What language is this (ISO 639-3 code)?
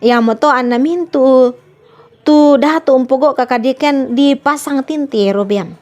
sda